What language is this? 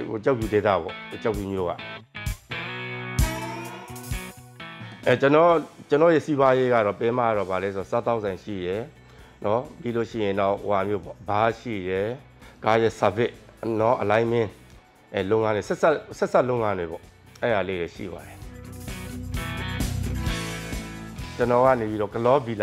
Burmese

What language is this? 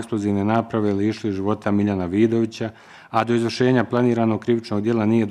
Bosnian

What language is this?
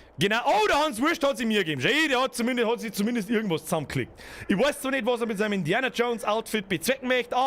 Bavarian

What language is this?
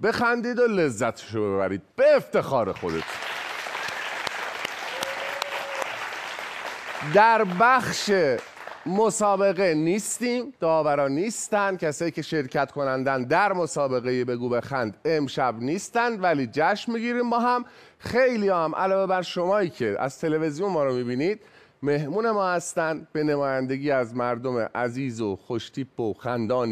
Persian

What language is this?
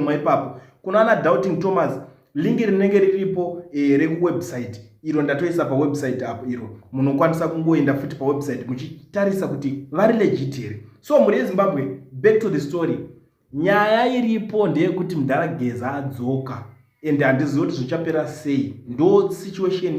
Shona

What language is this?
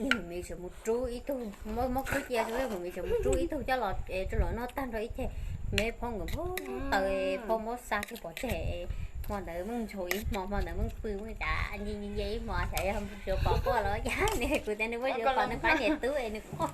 Hmong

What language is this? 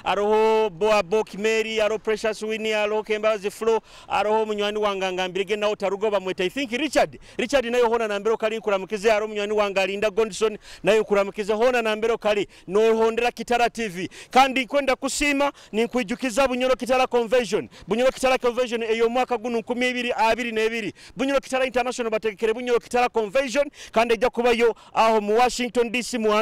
Nyoro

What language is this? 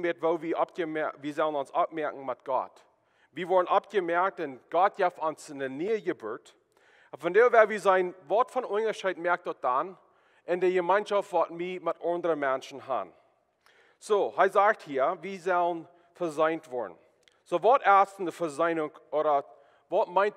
Plautdietsch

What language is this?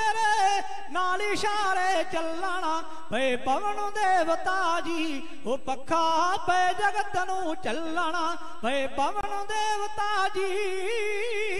Punjabi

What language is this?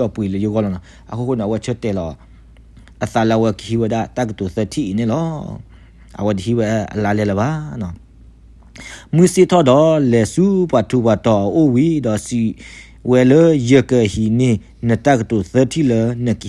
S'gaw Karen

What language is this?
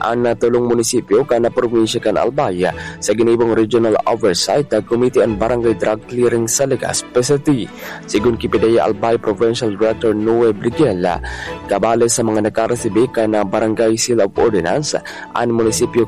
Bikol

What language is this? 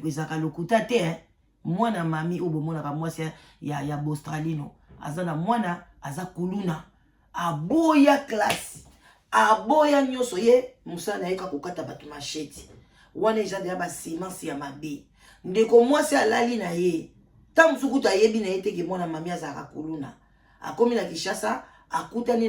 Lingala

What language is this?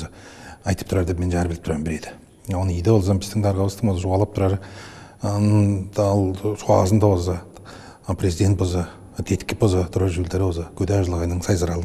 Tuvinian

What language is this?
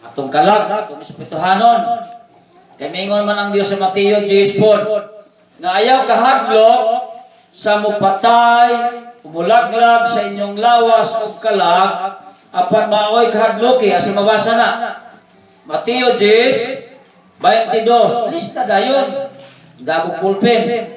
Cebuano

